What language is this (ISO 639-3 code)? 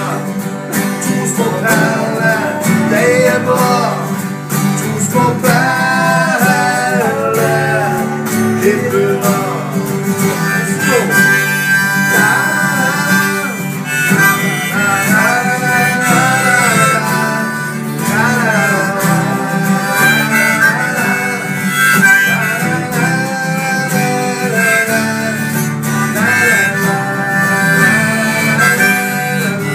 nor